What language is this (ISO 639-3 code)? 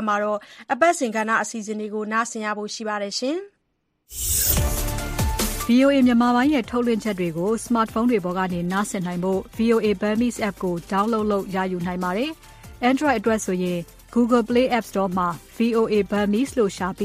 mya